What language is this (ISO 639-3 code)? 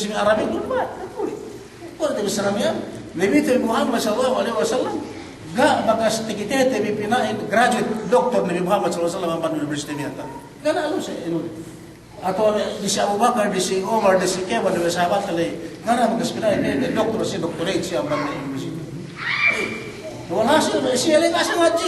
yka